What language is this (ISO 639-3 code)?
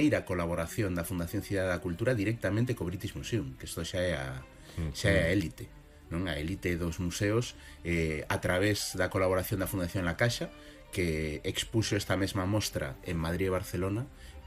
glg